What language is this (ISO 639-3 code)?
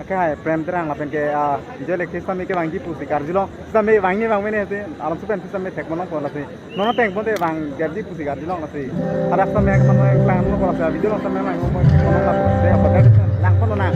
mjw